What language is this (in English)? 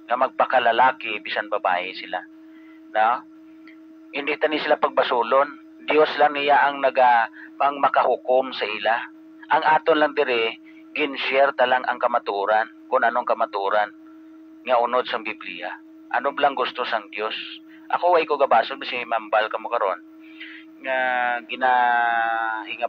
Hiligaynon